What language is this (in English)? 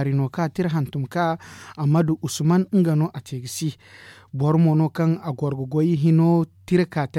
Zarma